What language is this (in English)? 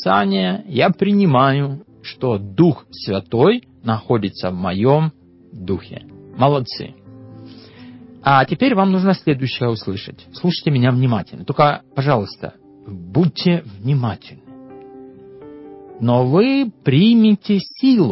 Russian